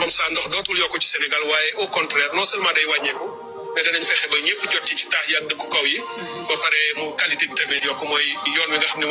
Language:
Wolof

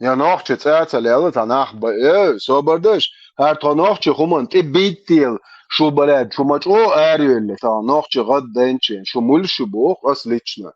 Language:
Chechen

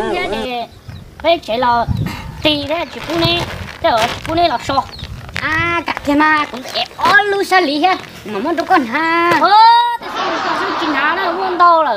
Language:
Hmong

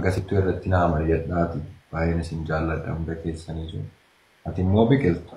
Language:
Oromo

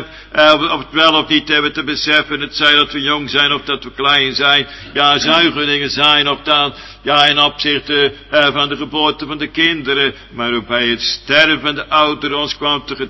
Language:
Dutch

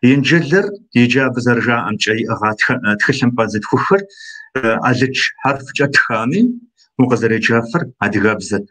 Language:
Kabardian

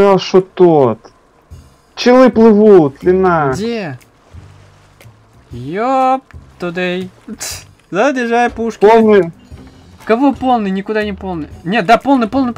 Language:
Russian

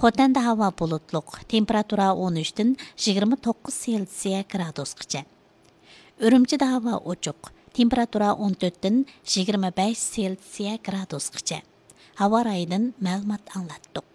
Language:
Uyghur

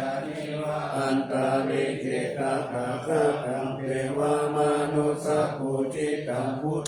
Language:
Pali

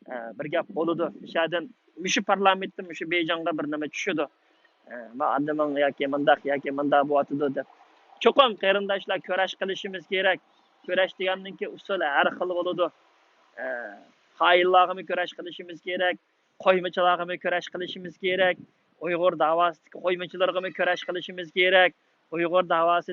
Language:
Uyghur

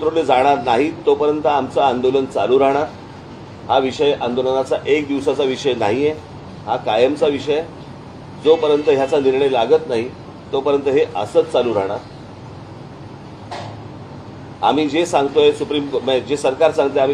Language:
Marathi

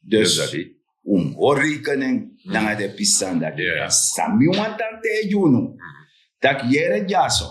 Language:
Sranan Tongo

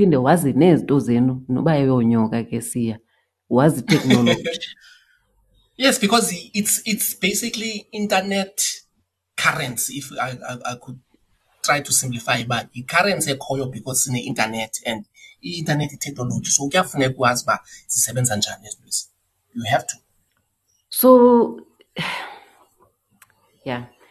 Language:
Xhosa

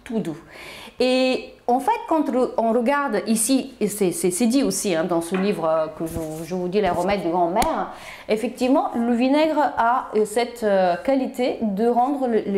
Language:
French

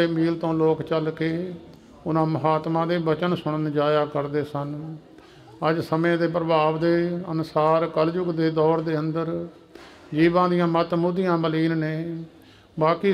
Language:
Punjabi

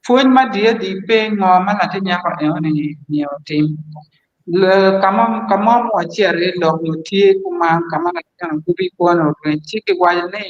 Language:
Acoli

